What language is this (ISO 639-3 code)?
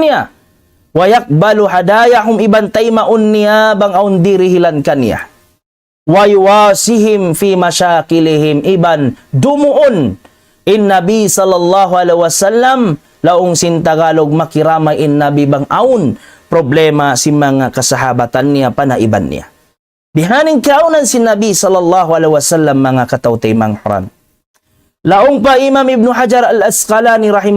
tsg